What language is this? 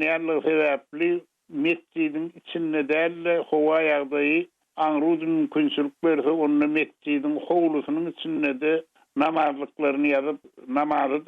Turkmen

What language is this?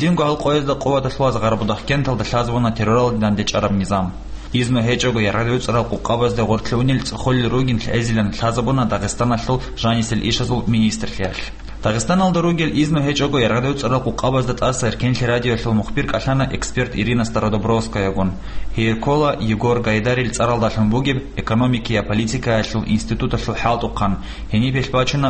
Avaric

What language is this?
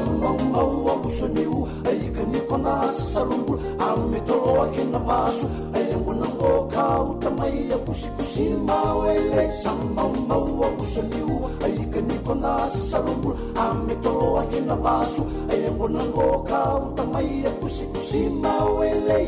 Fijian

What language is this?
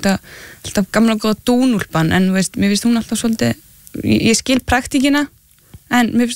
Icelandic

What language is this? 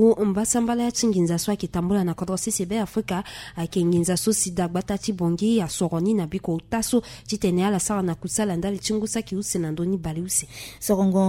Sango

